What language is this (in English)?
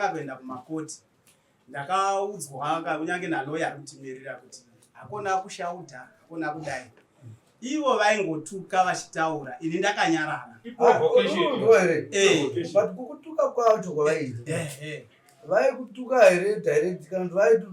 Shona